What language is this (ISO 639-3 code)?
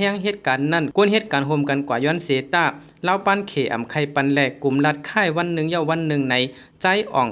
shn